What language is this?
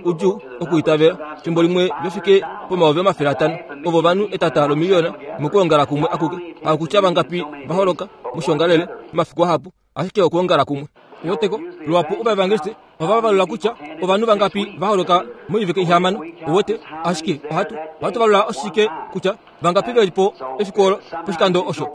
Kuanyama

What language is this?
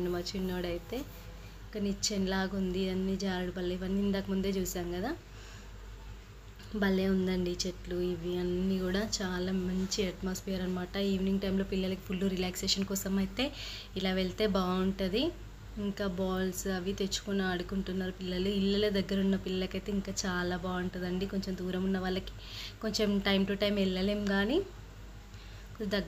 Telugu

